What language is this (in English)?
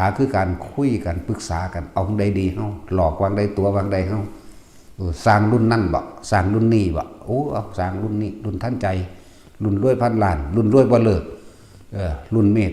Northeastern Thai